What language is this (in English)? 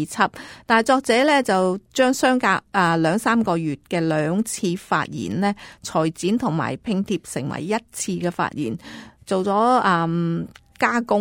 Cantonese